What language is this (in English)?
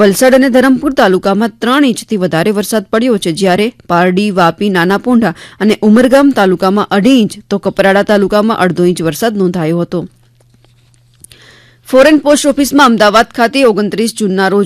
Gujarati